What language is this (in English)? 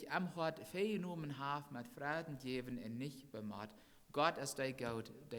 Plautdietsch